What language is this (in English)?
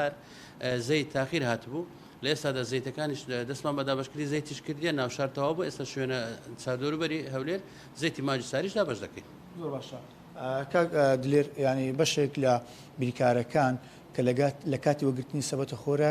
Central Kurdish